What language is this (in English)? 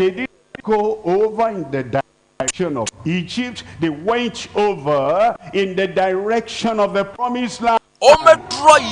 Ewe